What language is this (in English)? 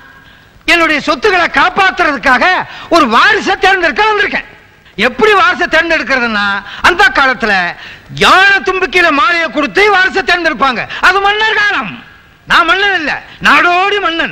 Tamil